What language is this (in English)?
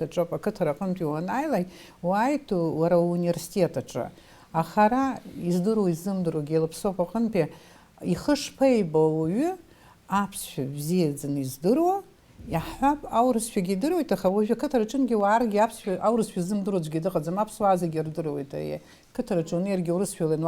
Abkhazian